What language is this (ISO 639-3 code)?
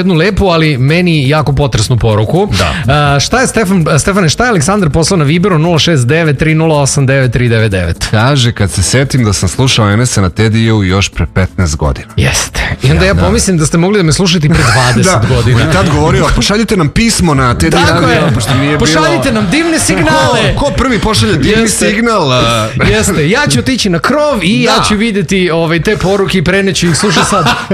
srp